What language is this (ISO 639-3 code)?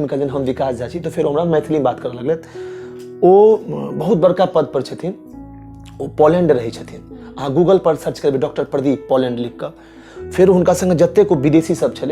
mai